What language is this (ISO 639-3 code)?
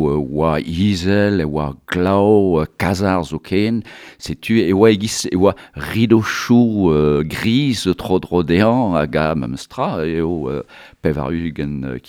bre